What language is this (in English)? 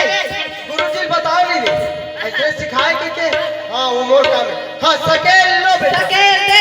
Chhattisgarhi